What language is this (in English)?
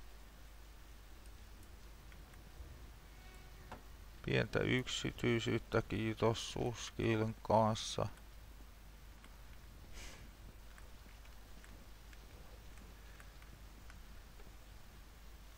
Finnish